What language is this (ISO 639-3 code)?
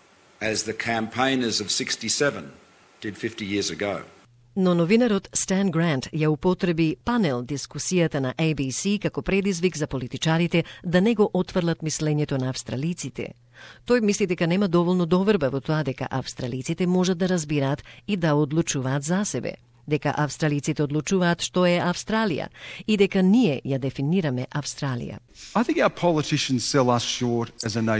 mkd